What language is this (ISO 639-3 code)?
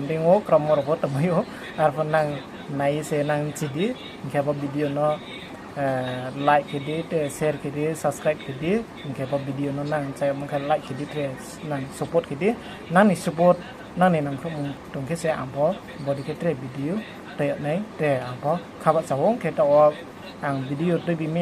ria